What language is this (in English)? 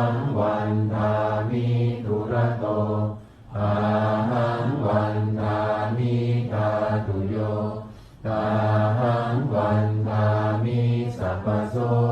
Pali